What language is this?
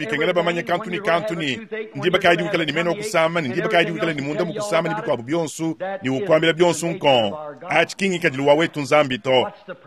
Luba-Lulua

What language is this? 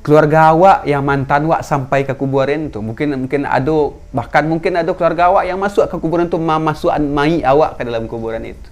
Minangkabau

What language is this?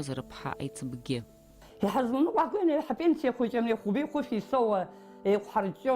Abkhazian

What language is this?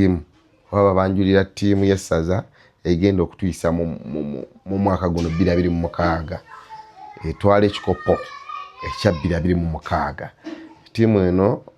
Ganda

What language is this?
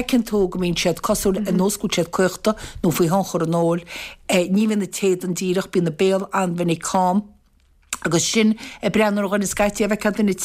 Irish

